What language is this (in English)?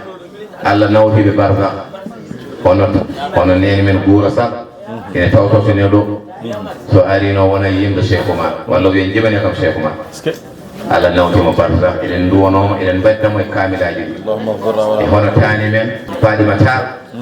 Fula